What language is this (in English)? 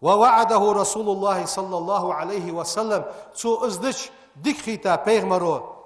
Ingush